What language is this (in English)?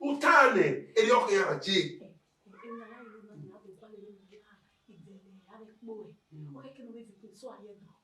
Bini